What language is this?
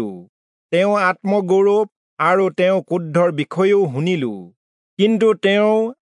Assamese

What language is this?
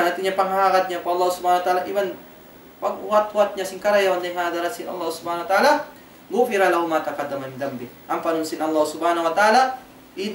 Tausug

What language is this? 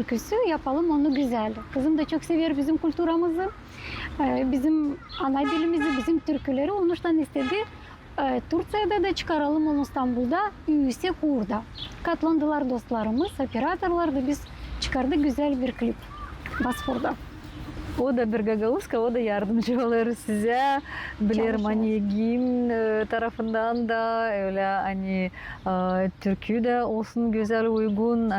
Gagauz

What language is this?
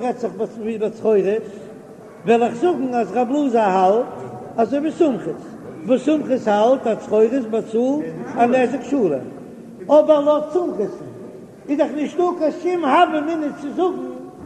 Yiddish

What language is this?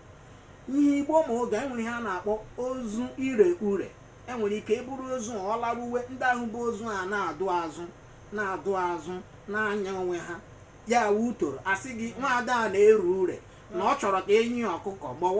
Igbo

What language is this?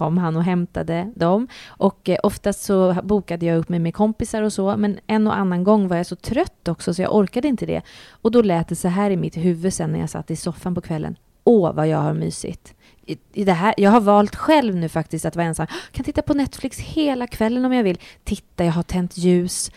Swedish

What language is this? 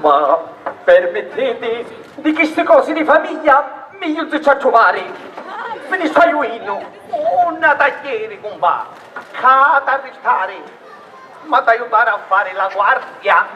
Sicilian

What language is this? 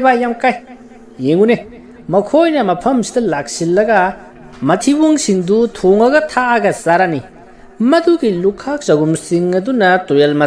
Manipuri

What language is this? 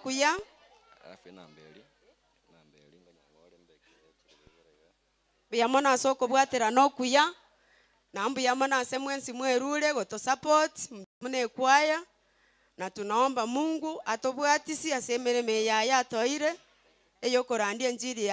Gusii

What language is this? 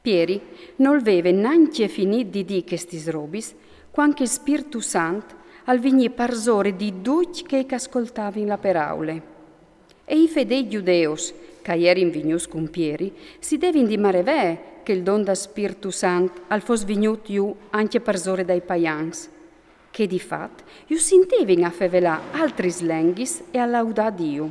Friulian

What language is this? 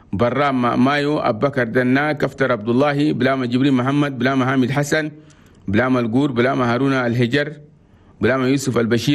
Chadian Arabic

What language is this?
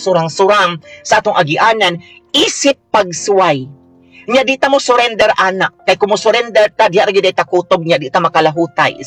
Cebuano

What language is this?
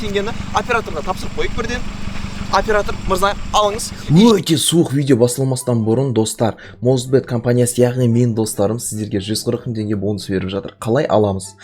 Kazakh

